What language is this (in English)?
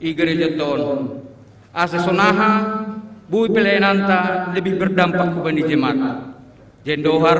Batak Simalungun